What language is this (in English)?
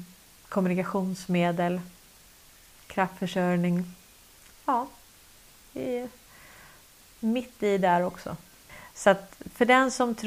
Swedish